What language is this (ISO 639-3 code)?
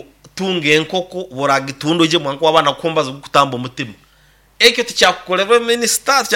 nyn